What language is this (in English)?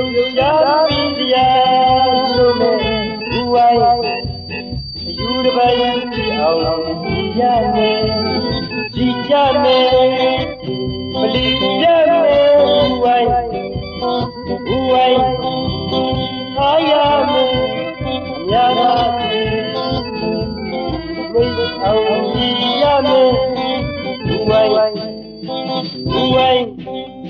Burmese